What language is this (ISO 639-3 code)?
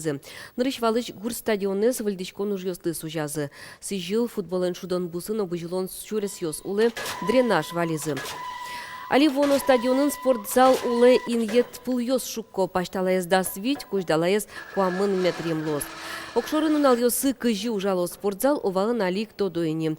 udm